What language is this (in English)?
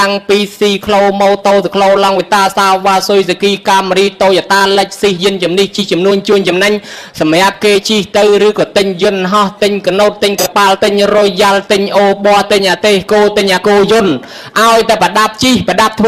Khmer